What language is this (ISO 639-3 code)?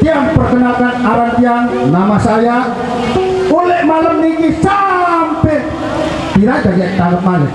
sas